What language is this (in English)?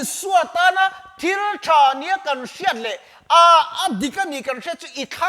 Mizo